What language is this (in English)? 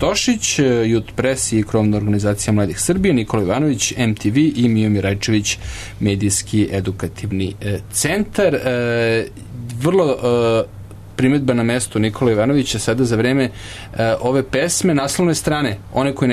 Serbian